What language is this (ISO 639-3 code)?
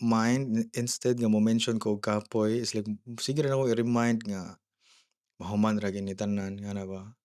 ceb